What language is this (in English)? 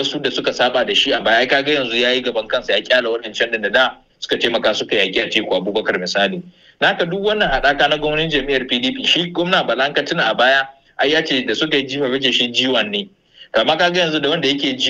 Hausa